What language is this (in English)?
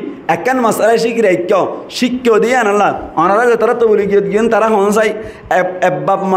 Rohingya